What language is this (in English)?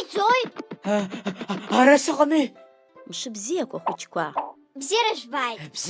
Abkhazian